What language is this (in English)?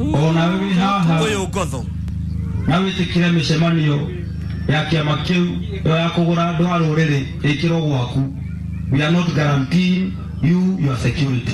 Kikuyu